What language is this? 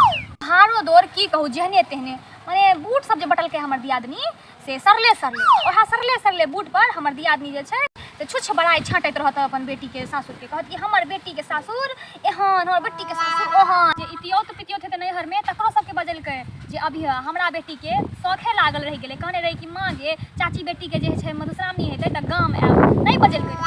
Maithili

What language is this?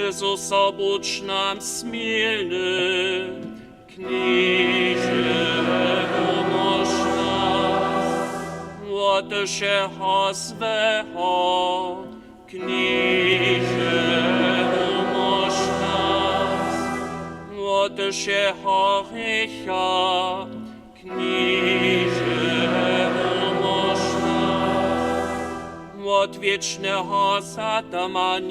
Upper Sorbian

